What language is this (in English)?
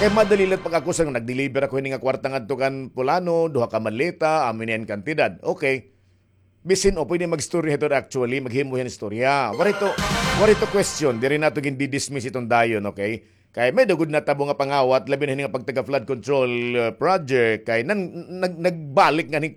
Waray